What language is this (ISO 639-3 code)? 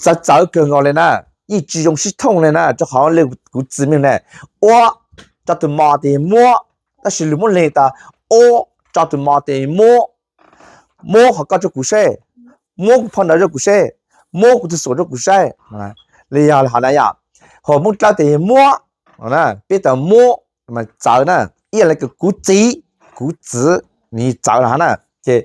hmn